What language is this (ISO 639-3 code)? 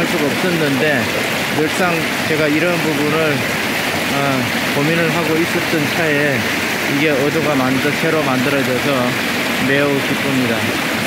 kor